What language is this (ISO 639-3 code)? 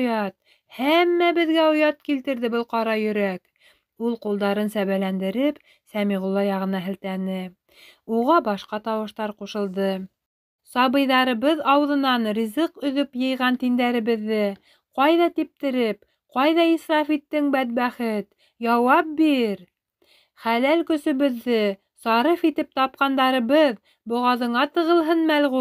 bak